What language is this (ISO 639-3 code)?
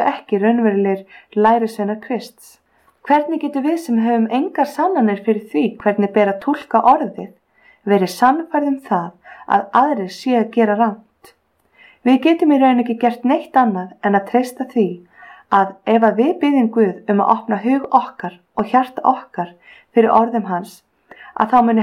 isl